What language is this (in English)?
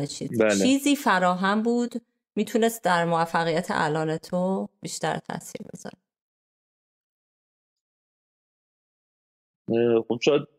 Persian